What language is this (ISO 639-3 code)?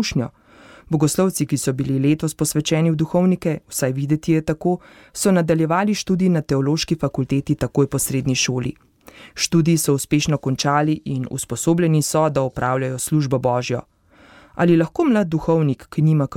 slv